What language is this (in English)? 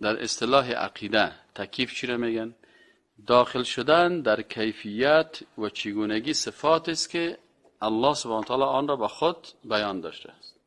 Persian